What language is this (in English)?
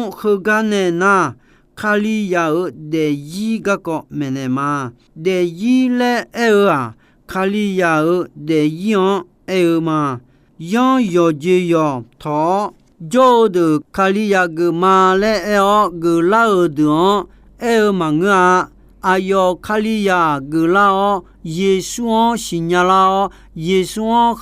Akha